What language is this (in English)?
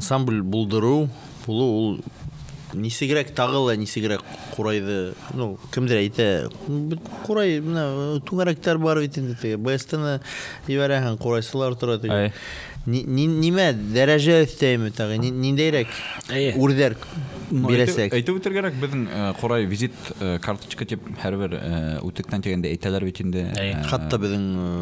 Bashkir